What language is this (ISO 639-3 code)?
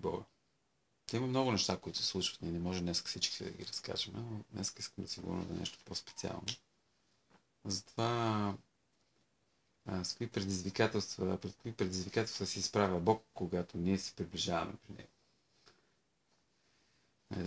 bul